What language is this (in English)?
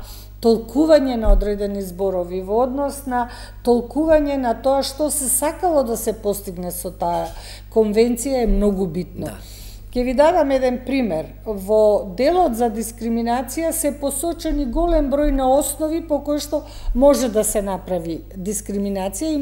Macedonian